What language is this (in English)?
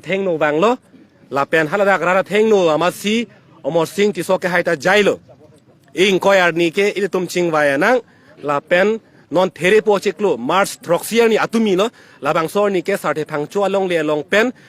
Karbi